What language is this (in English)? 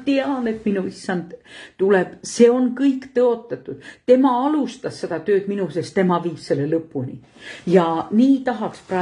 Estonian